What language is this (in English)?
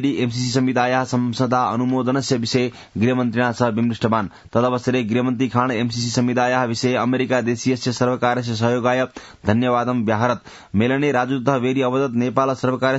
Sanskrit